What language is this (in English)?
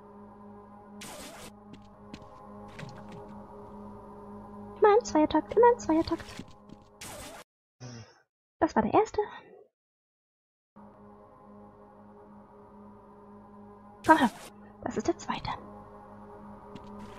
German